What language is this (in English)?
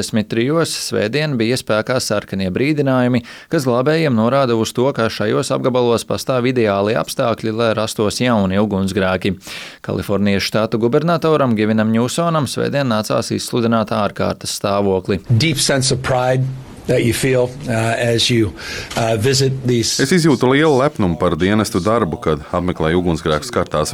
Latvian